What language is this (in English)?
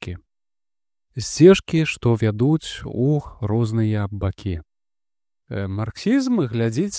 Belarusian